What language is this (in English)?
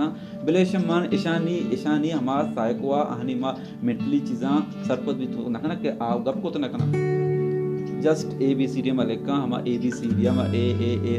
Baluchi